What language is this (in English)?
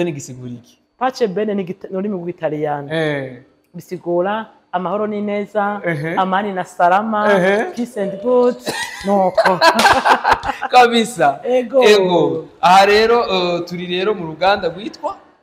Rundi